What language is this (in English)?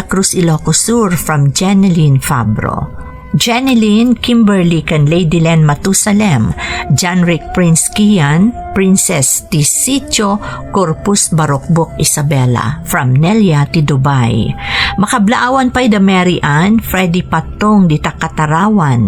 Iloko